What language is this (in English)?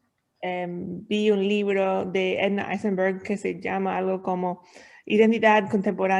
Ladino